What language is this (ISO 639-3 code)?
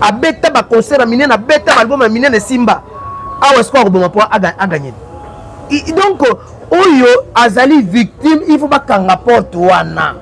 lin